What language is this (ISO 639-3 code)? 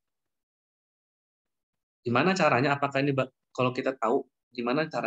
ind